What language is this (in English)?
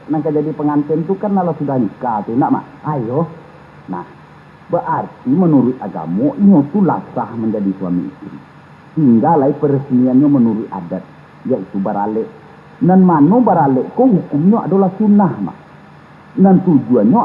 Minangkabau